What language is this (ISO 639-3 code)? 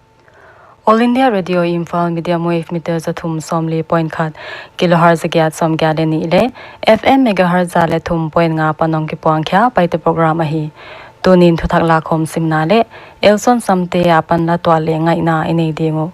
pck